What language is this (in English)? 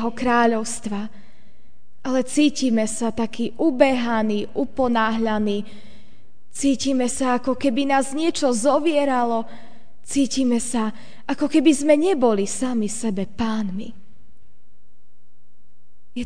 Slovak